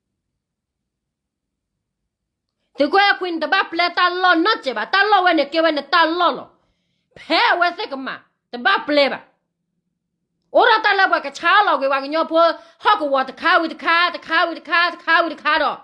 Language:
S'gaw Karen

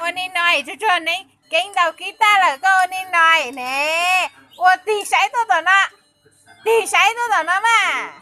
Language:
Hmong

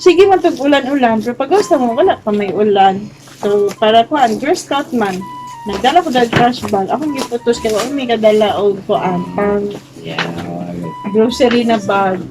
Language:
Cebuano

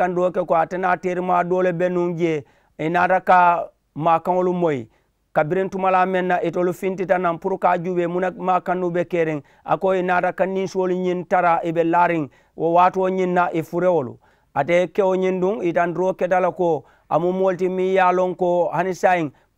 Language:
Mandingo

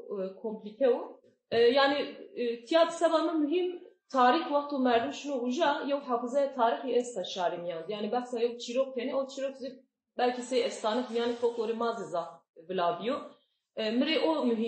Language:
Zaza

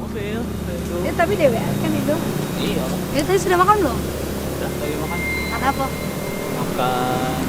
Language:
Musi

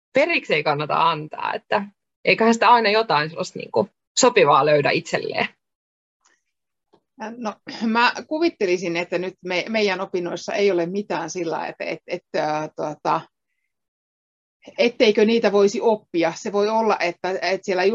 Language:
Finnish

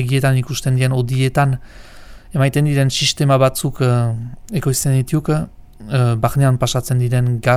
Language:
Basque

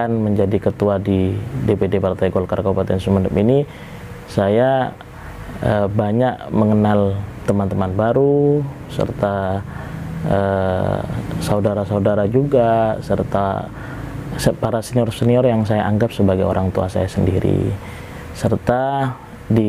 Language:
Indonesian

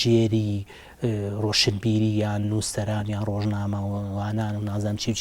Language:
Central Kurdish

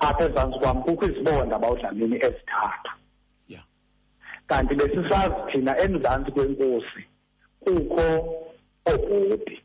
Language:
Xhosa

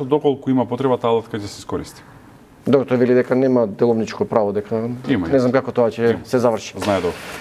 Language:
Macedonian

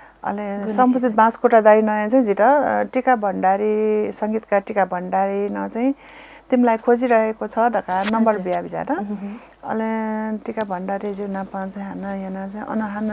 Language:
Newari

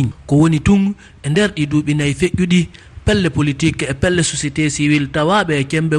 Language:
Fula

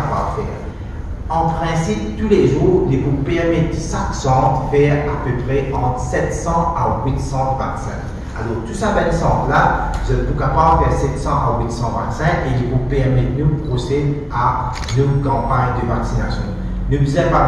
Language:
Morisyen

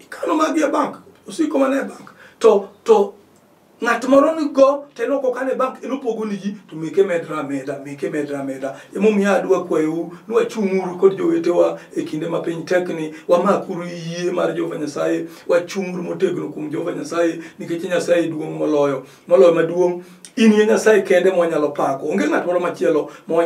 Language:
Luo (Kenya and Tanzania)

